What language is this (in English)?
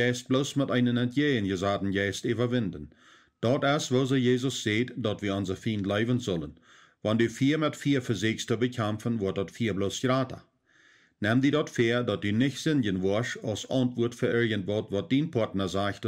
Plautdietsch